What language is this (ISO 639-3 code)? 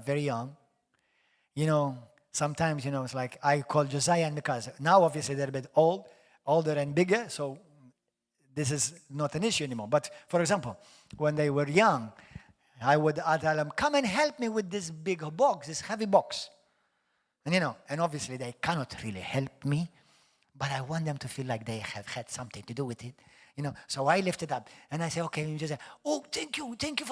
eng